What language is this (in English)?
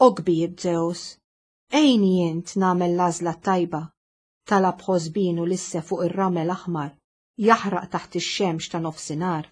Maltese